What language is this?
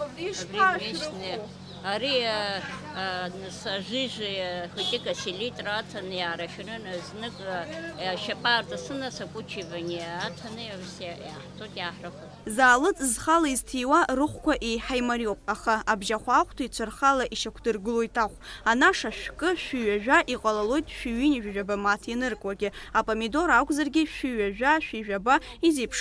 Abkhazian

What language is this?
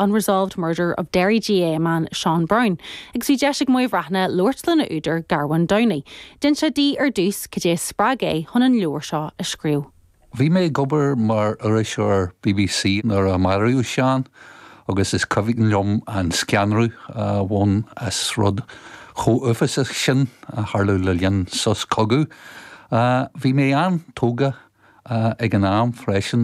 Irish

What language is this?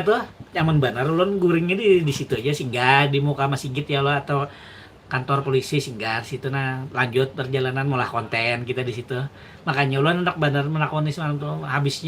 Banjar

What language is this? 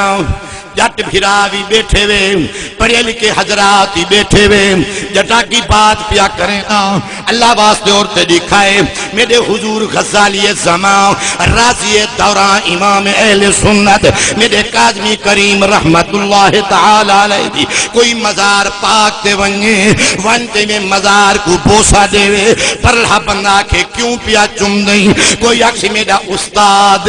Saraiki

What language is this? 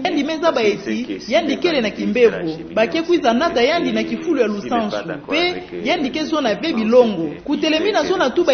Kituba (Democratic Republic of Congo)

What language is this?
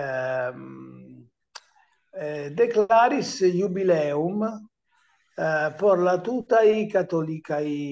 Esperanto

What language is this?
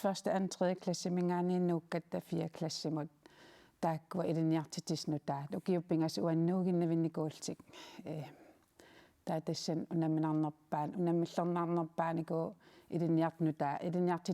Kalaallisut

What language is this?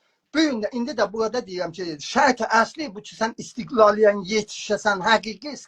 South Azerbaijani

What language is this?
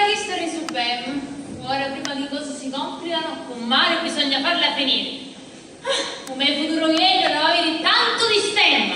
Sicilian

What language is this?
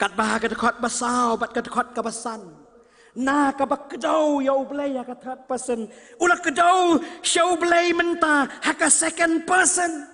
Khasi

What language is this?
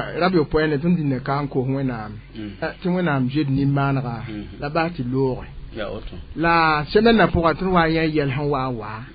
Mossi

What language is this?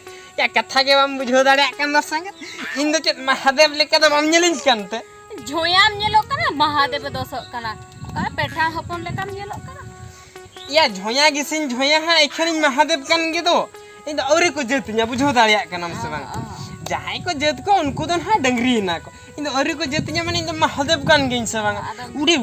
Santali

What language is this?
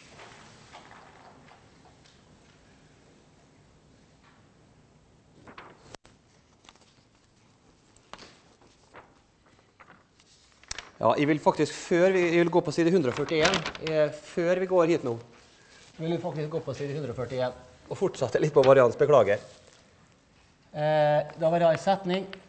Norwegian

